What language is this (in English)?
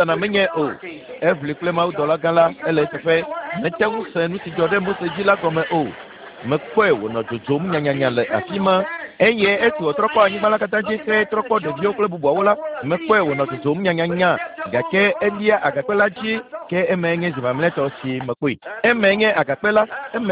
Ewe